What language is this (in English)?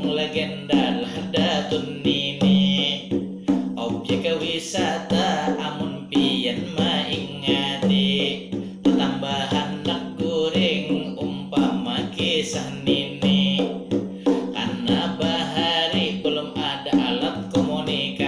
Banjar